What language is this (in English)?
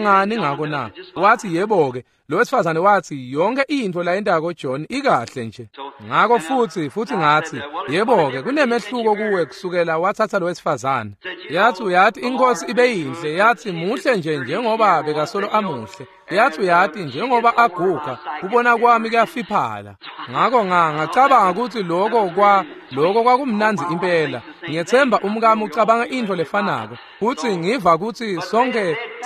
Swati